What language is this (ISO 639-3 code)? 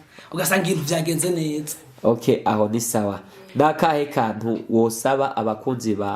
run